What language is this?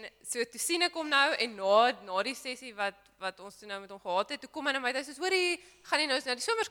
Afrikaans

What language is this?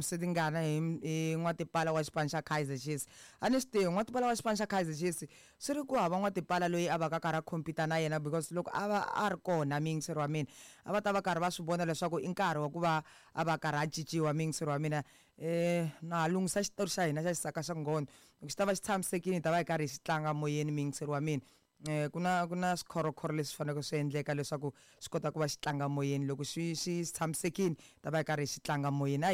Tsonga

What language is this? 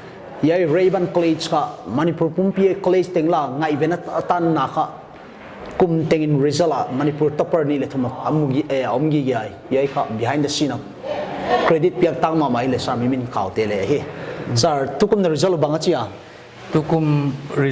Paite Chin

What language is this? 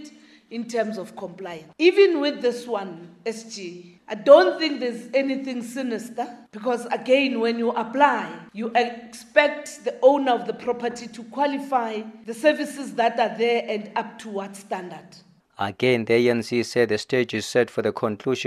English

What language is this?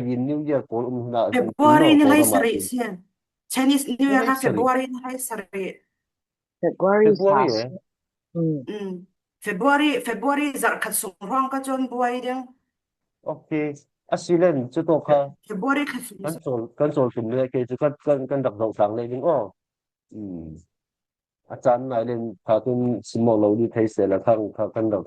Falam Chin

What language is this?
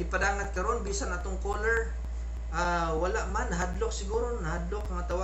Cebuano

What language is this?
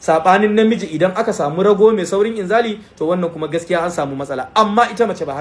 Hausa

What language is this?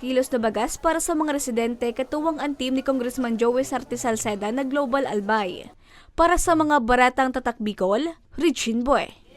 Bikol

